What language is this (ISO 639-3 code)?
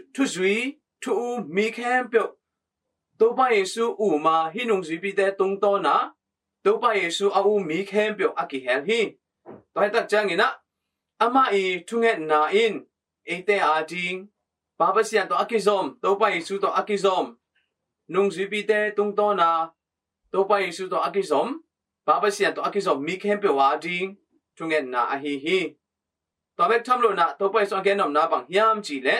ctd